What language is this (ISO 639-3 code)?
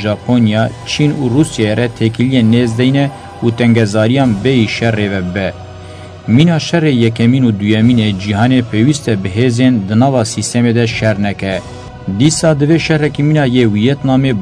kur